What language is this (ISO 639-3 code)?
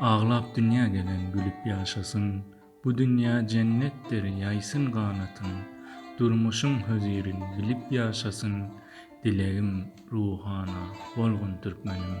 tuk